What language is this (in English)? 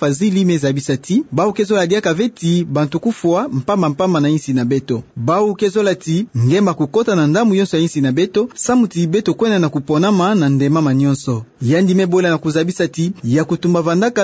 Kituba (Democratic Republic of Congo)